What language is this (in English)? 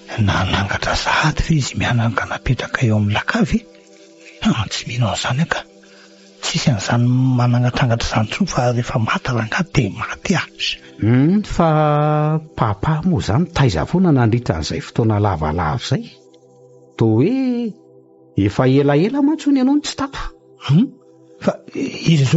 Malagasy